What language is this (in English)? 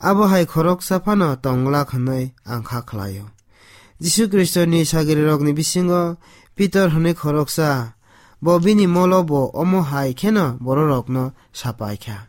Kok Borok